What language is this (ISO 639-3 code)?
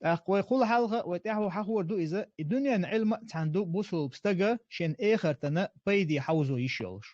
che